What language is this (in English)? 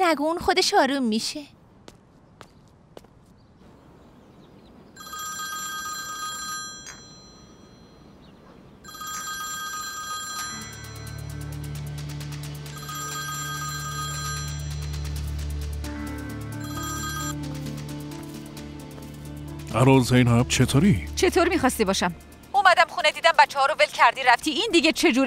Persian